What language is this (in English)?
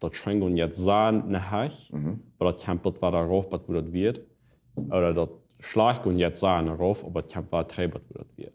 Plautdietsch